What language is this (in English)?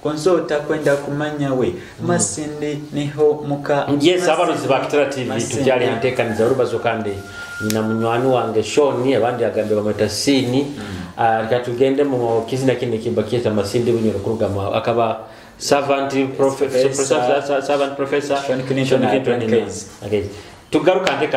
Nyoro